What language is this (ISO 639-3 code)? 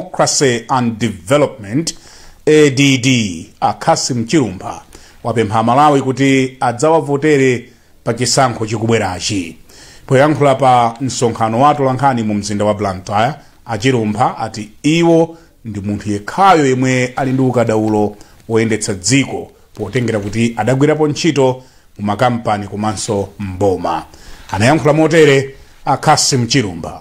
nya